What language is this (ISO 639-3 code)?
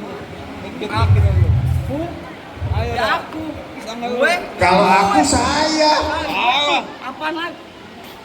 bew